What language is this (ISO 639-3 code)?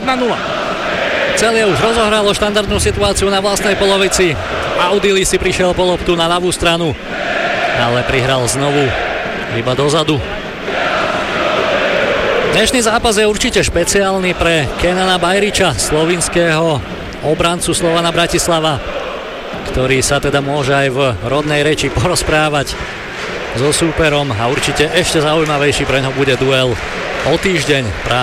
slk